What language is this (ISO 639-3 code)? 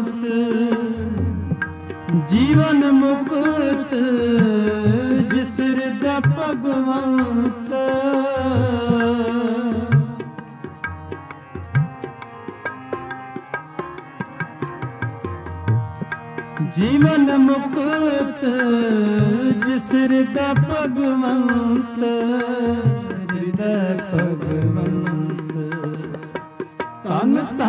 pan